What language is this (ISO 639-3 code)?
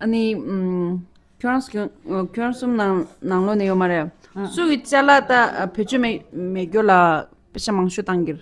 bod